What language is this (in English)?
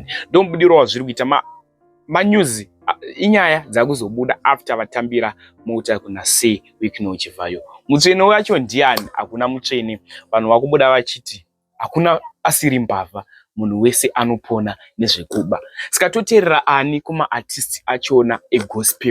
Shona